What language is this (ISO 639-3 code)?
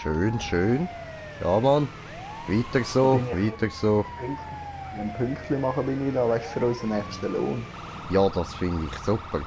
gsw